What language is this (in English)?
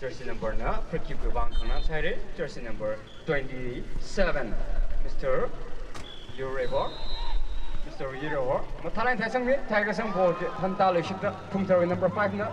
Tangkhul Naga (India)